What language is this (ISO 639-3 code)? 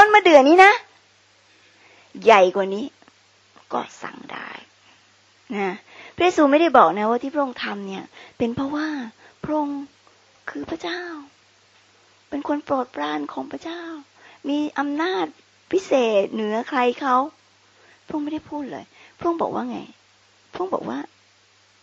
tha